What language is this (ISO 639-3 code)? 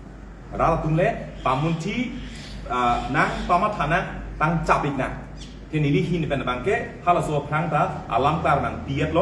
mjw